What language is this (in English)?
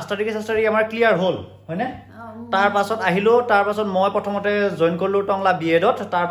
Assamese